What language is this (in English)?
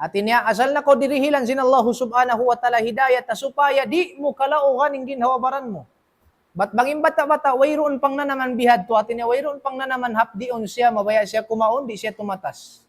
Tausug